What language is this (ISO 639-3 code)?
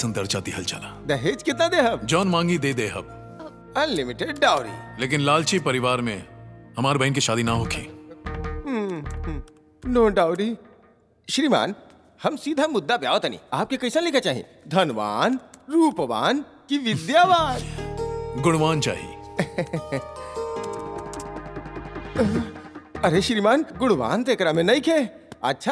bho